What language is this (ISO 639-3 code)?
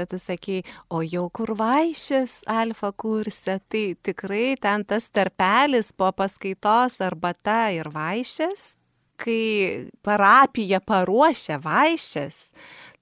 lit